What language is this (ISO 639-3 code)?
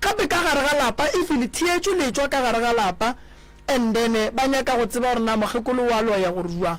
nso